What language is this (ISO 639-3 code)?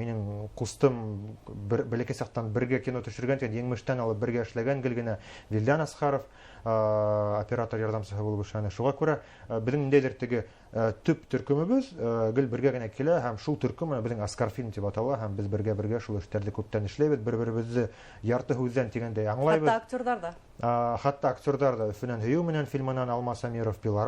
bak